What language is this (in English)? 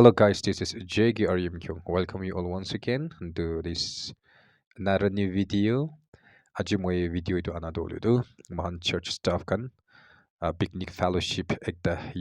Naga Pidgin